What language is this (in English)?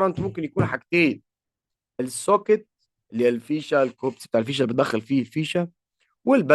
Egyptian Arabic